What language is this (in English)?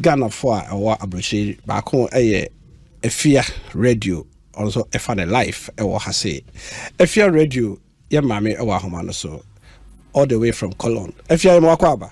Akan